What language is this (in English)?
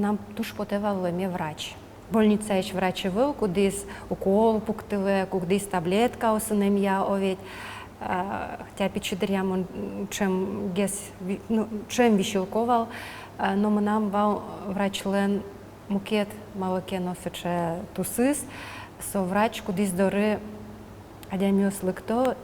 Udmurt